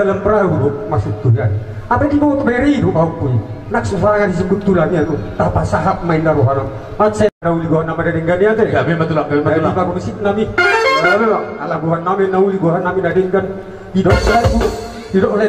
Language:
Batak Toba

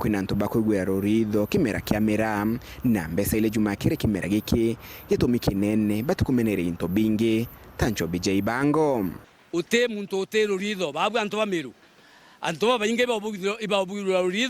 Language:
Meru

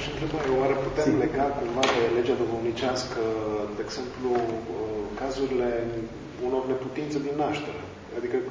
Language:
Romanian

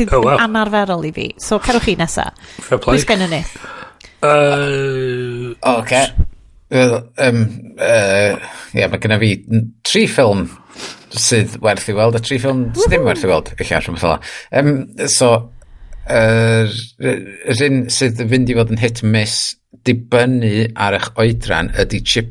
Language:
Welsh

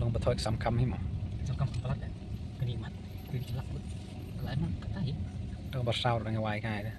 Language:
Khasi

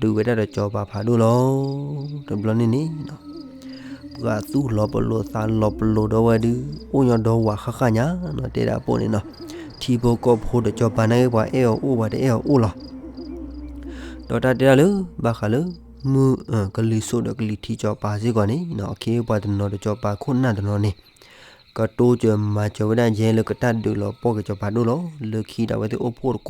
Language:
S'gaw Karen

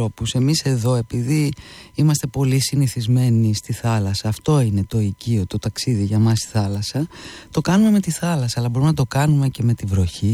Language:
Greek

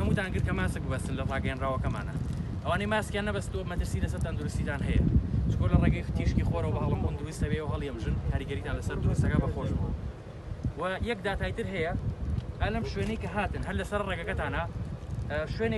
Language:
Central Kurdish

